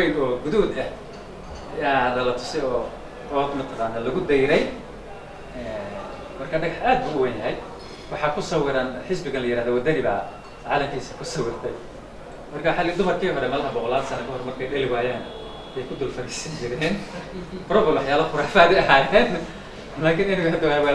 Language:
Somali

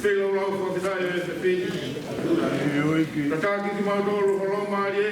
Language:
Tongan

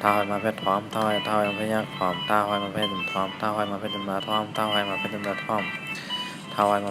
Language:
Shan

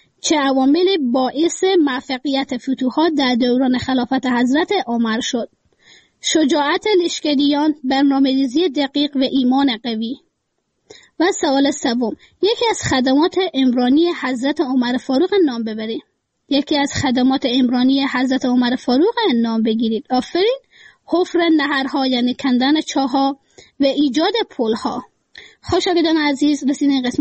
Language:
Persian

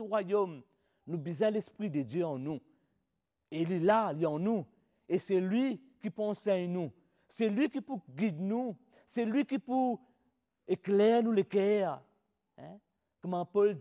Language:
Morisyen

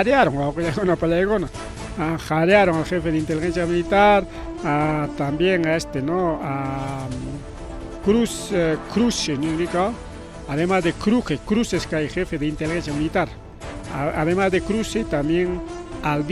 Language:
Ayacucho Quechua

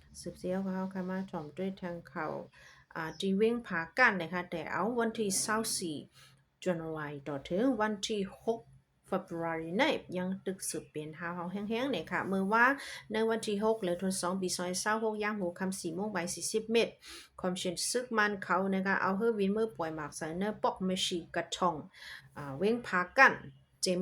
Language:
Shan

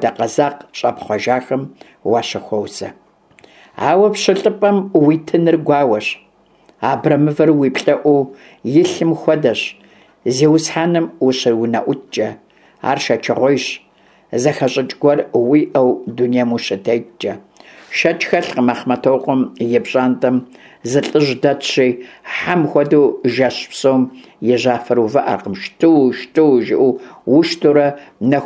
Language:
Kabardian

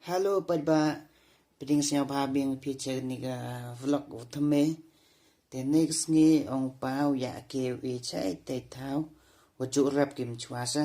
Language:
Khasi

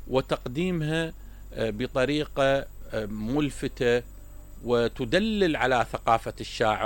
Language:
Mesopotamian Arabic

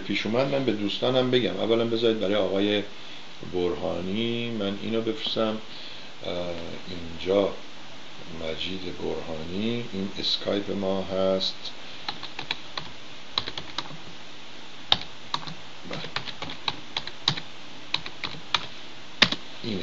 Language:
Persian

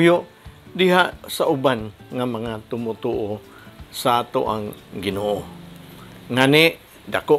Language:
Cebuano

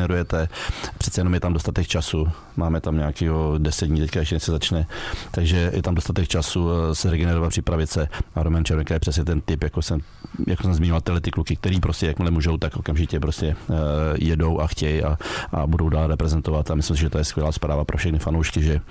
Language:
Czech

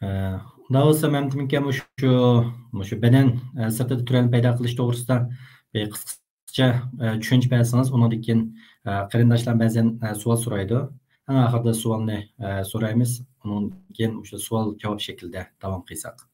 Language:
Uyghur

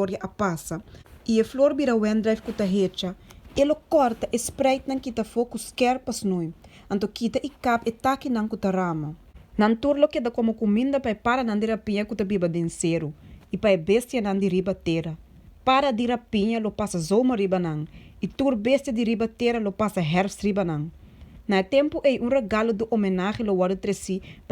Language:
Papiamento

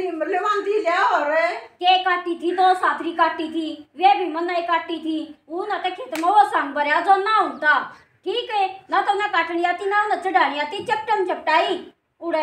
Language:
Haryanvi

